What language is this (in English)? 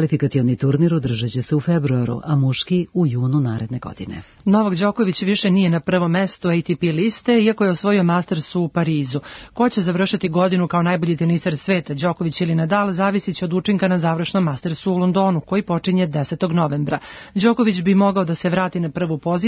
Serbian